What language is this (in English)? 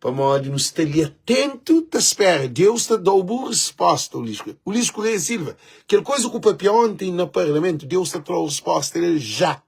Kabuverdianu